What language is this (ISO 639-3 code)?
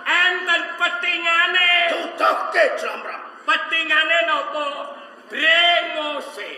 jav